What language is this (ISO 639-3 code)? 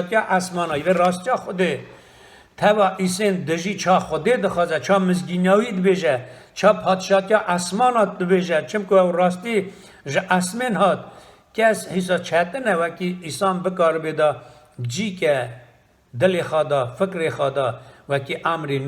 kur